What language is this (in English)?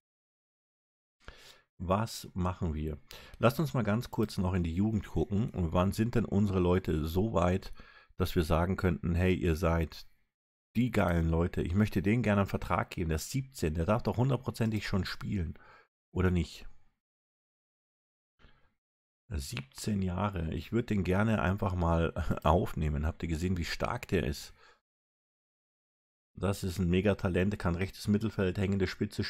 German